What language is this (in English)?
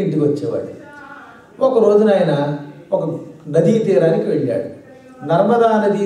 Telugu